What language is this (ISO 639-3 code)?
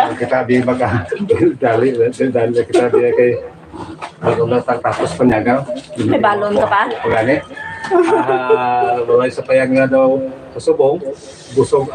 hil